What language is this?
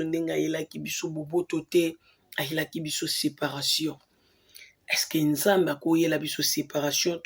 Lingala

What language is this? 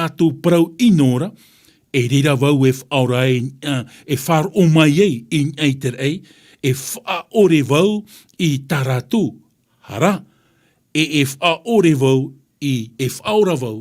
Tahitian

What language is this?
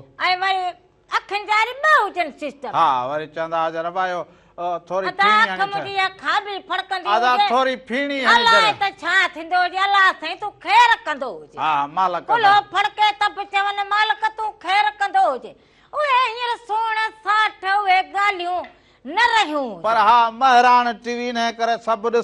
Sindhi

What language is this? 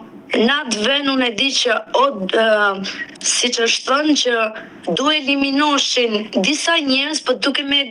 Albanian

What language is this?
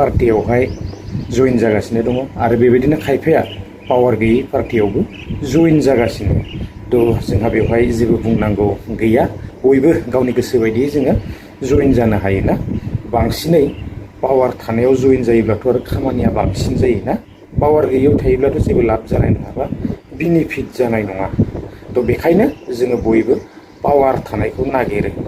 Bodo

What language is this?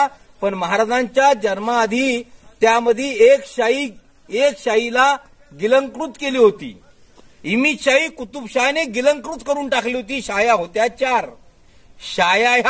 Marathi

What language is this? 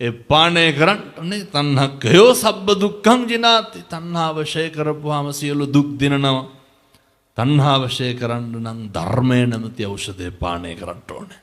Sinhala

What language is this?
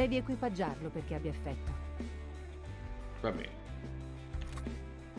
Italian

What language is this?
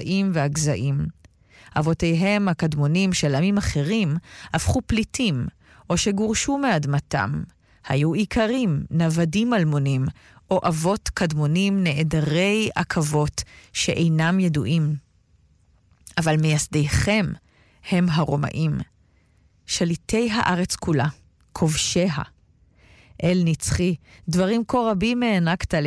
Hebrew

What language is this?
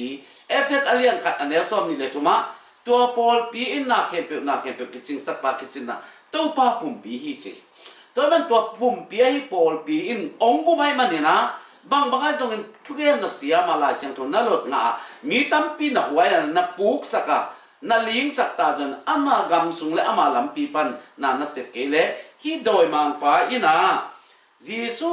Tedim Chin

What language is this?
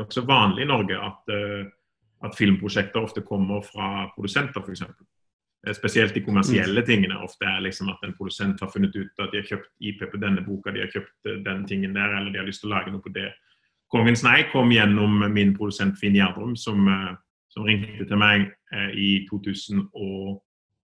Norwegian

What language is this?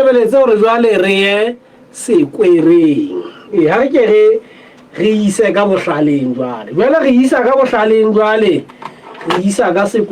Southern Sotho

